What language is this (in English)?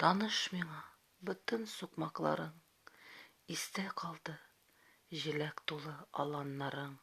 Tatar